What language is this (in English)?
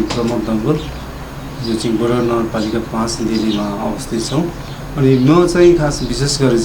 Nepali